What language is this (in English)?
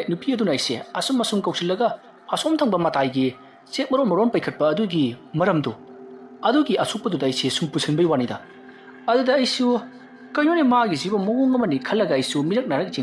Manipuri